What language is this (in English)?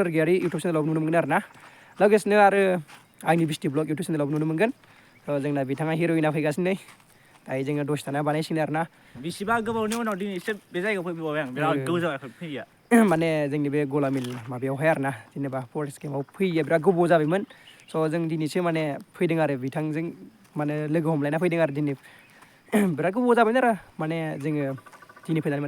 Bodo